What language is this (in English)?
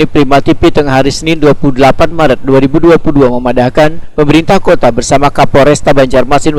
Banjar